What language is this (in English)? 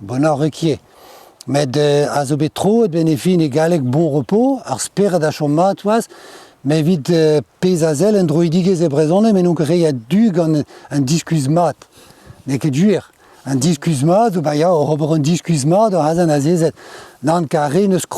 Breton